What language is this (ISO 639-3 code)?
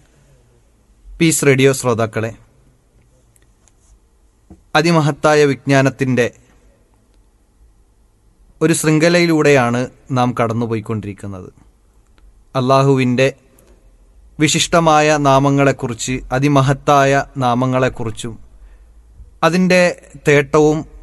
mal